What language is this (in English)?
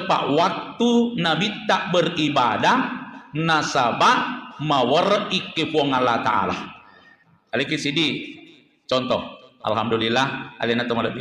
Buginese